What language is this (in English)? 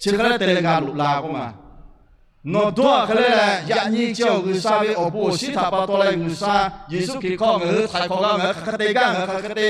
Lahu